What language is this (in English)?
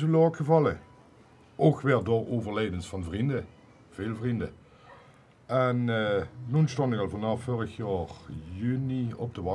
Limburgish